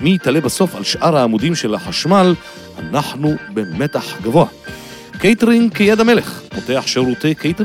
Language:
Hebrew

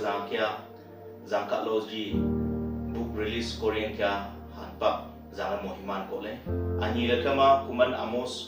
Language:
Wancho Naga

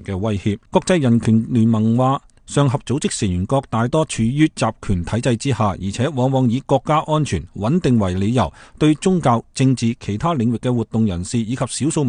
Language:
Cantonese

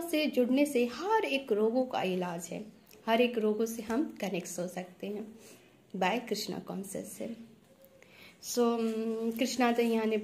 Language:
Hindi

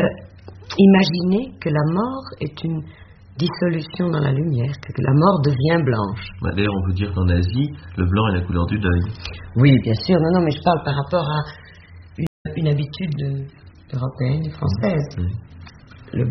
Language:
French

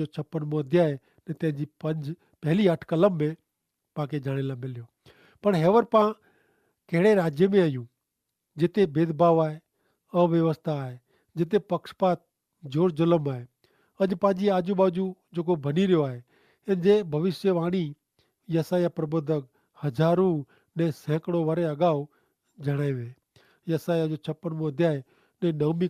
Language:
Kachhi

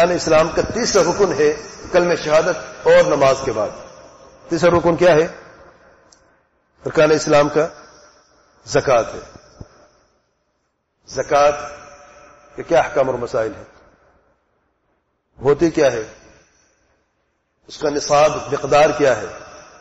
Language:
Urdu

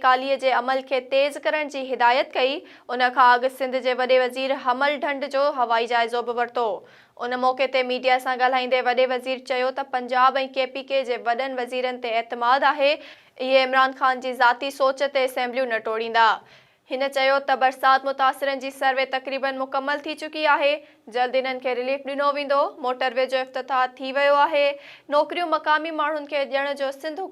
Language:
Sindhi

